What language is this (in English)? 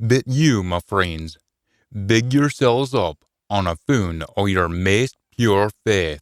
Scots